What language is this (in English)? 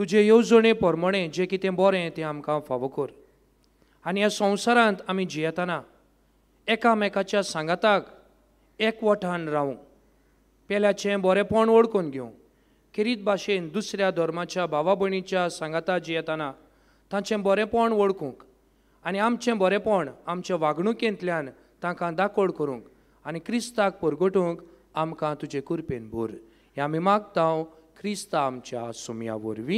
Konkani